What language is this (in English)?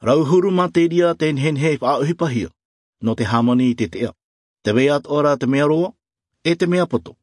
Albanian